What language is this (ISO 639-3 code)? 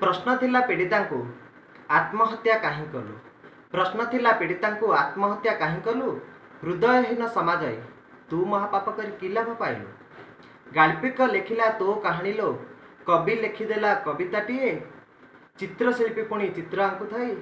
ori